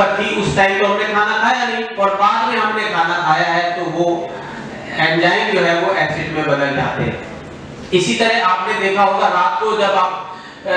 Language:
Hindi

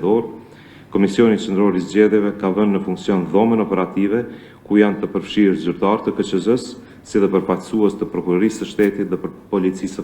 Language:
Albanian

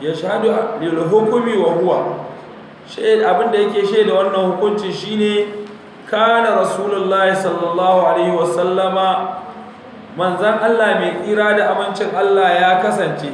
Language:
Hausa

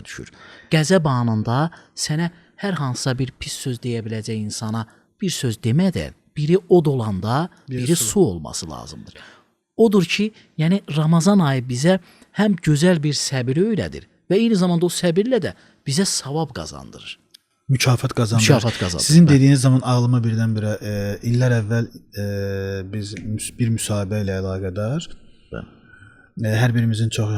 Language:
Azerbaijani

